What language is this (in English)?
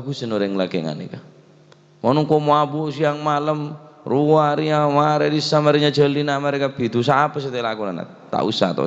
Madurese